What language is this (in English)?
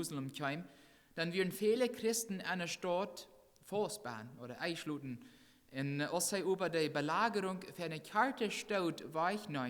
Plautdietsch